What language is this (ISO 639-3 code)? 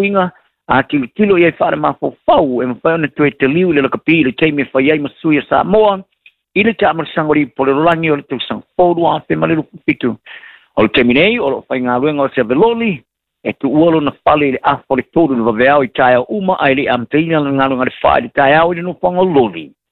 smo